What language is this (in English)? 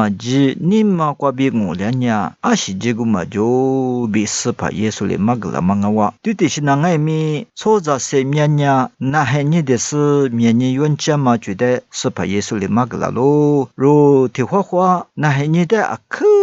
Lisu